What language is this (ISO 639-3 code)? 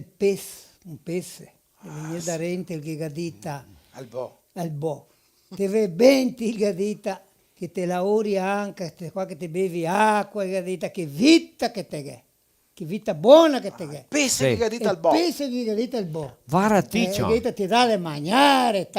vec